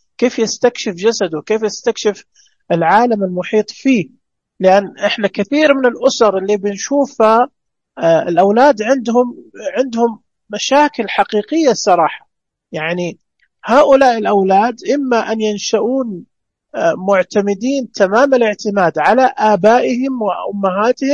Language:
Najdi Arabic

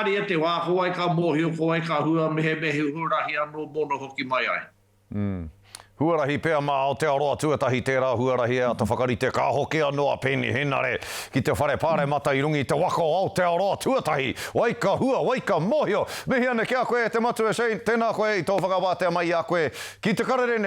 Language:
Māori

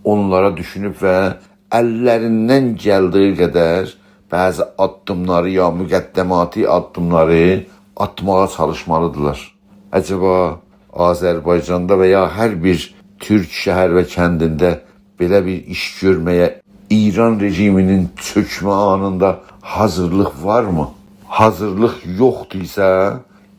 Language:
South Azerbaijani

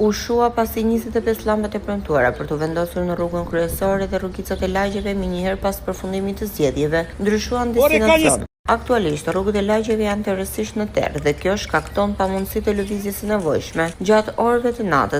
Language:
Albanian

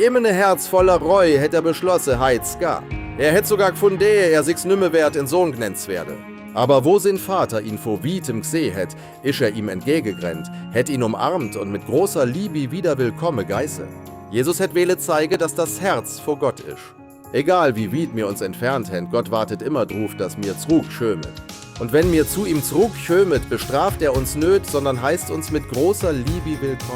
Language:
Swiss German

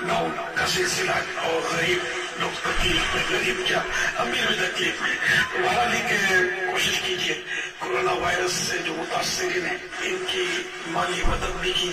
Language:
Kashmiri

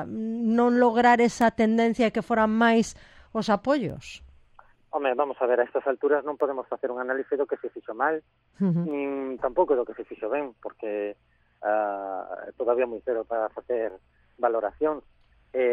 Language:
Galician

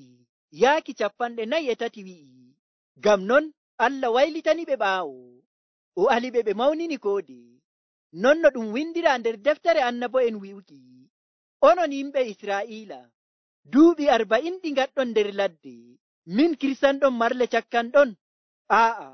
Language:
Nigerian Fulfulde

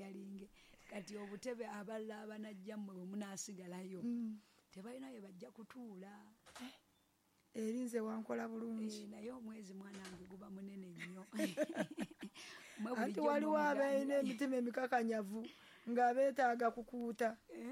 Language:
Ganda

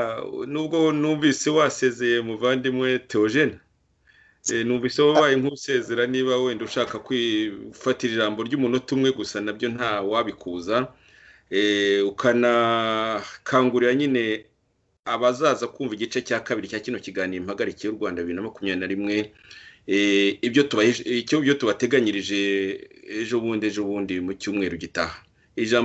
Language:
Kinyarwanda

